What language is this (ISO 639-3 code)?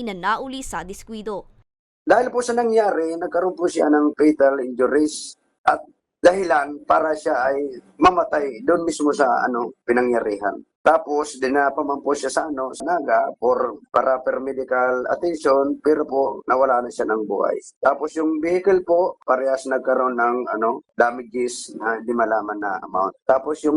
bik